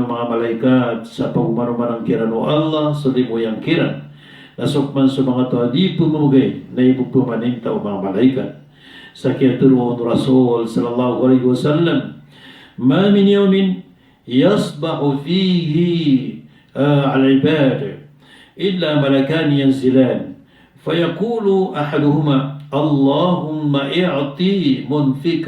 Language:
Maranao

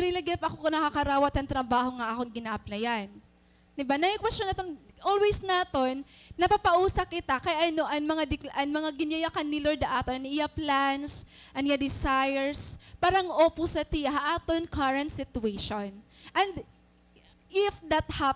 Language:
Waray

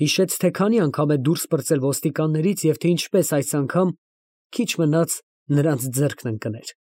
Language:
Armenian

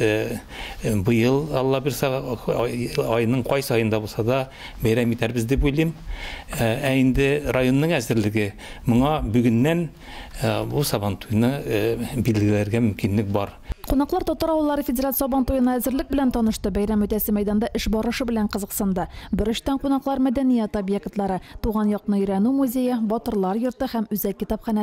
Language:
Tatar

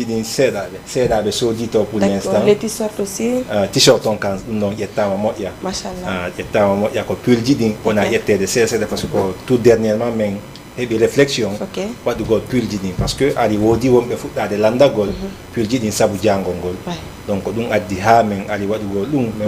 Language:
Fula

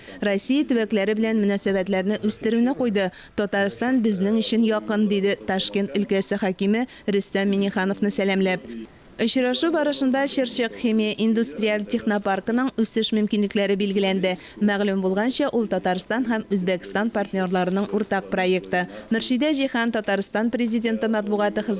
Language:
Tatar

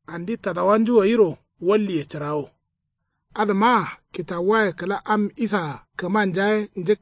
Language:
Kanuri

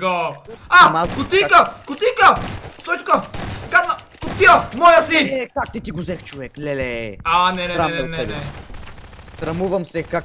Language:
Bulgarian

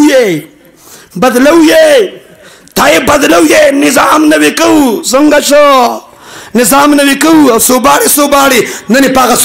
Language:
Pashto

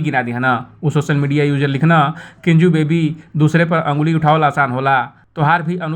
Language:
Bhojpuri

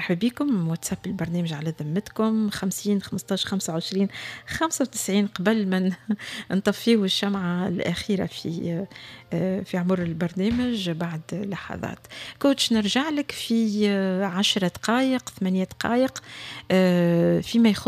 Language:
Tunisian Arabic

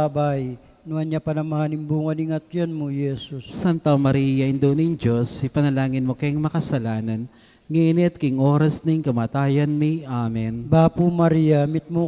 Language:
Pampanga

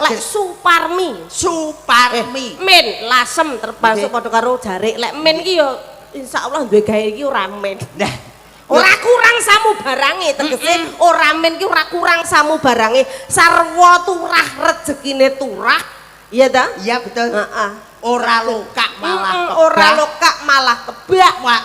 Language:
Javanese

